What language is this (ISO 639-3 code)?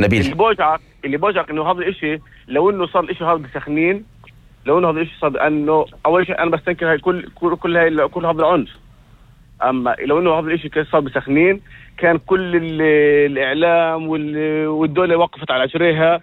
apc